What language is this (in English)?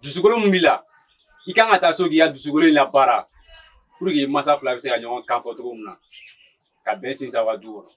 Bambara